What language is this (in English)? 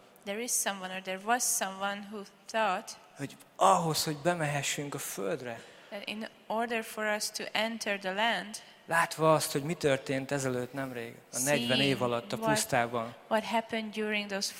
Hungarian